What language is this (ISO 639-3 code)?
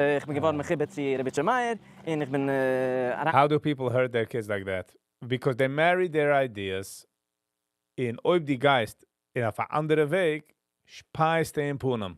yid